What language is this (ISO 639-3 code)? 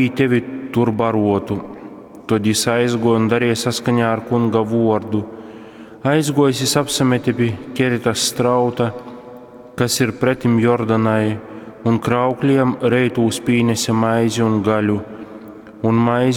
ltg